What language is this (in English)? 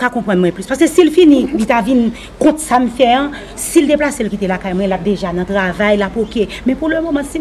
Haitian Creole